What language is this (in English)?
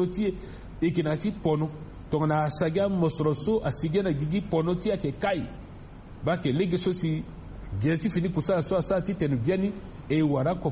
Sango